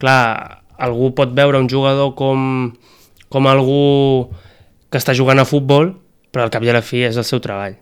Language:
Catalan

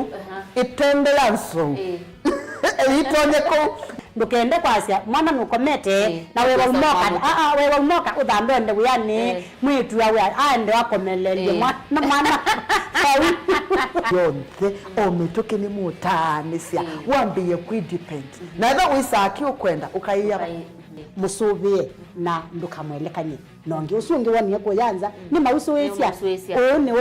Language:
Kamba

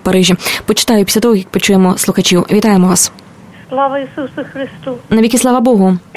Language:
Ukrainian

